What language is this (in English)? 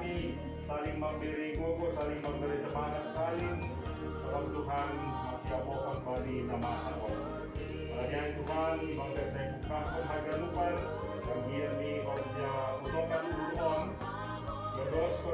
Batak Simalungun